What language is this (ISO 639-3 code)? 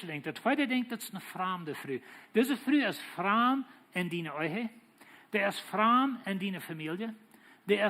pdt